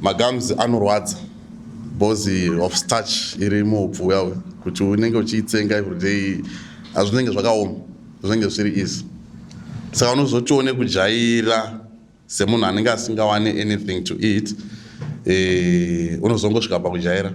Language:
Shona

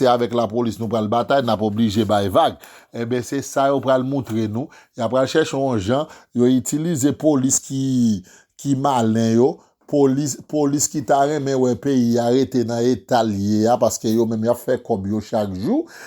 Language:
Haitian Creole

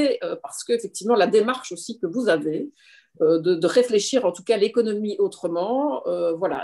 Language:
French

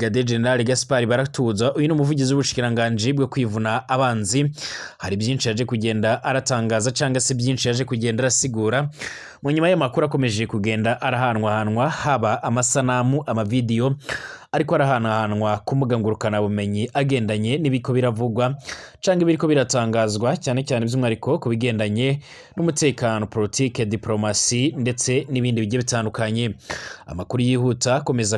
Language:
Rundi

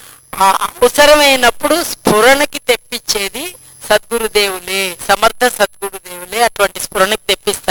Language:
Telugu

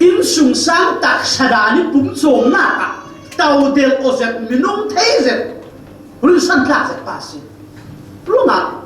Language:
Falam Chin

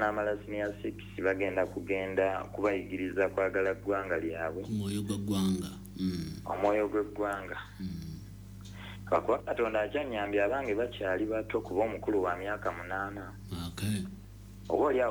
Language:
Ganda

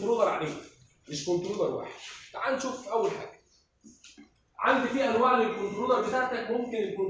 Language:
Egyptian Arabic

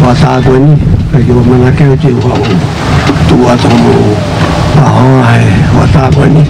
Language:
Tongan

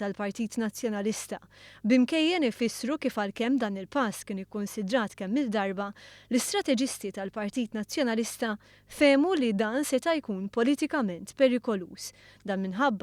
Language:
Maltese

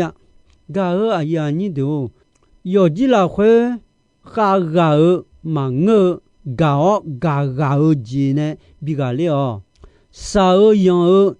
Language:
Akha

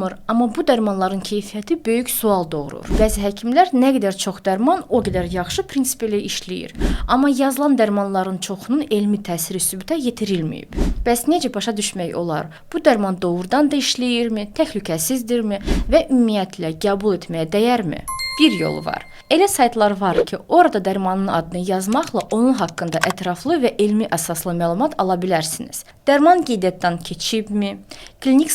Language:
Azerbaijani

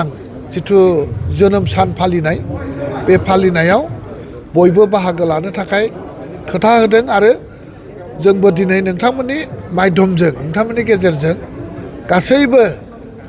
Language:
Bodo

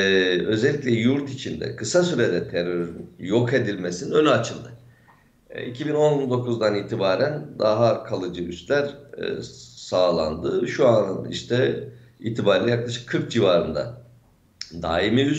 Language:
Turkish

